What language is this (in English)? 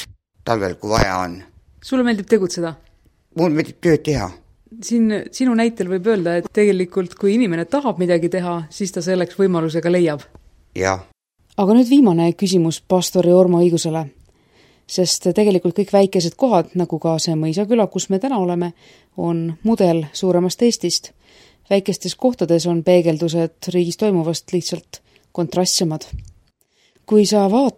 Estonian